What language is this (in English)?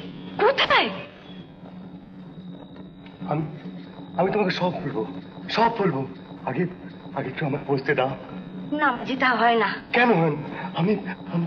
Bangla